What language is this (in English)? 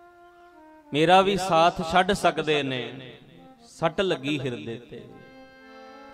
Punjabi